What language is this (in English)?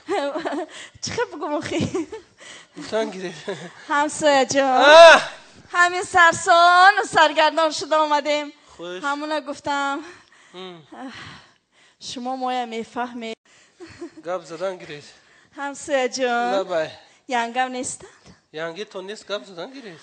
Tajik